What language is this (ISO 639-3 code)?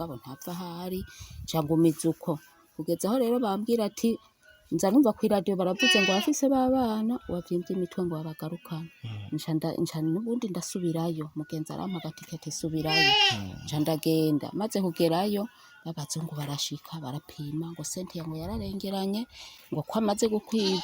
run